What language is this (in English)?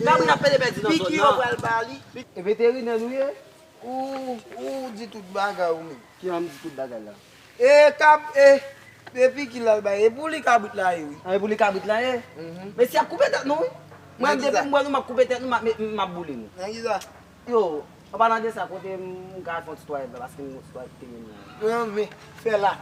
Haitian Creole